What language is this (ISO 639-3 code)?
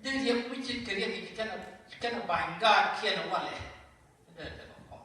nus